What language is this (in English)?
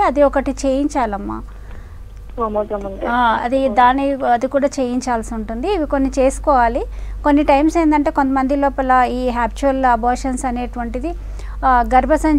Telugu